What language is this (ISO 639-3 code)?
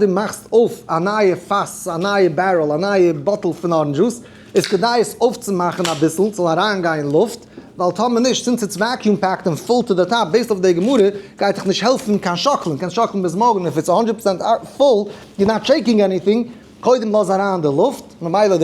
yid